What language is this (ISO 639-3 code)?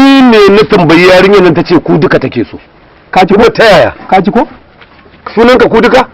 hau